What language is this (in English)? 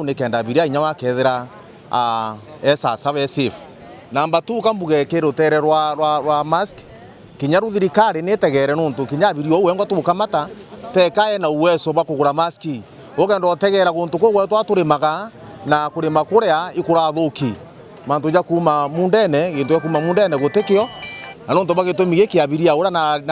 Meru